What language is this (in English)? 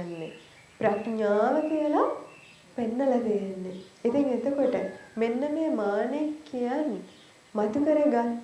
Sinhala